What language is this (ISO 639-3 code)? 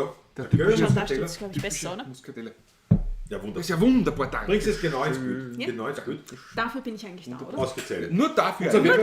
bar